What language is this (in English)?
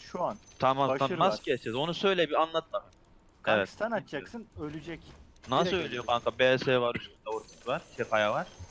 Turkish